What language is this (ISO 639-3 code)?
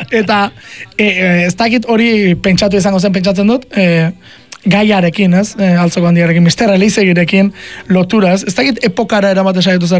eus